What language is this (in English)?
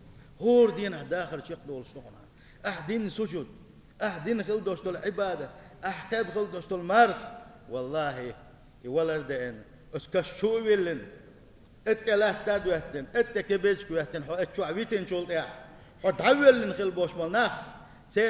Chechen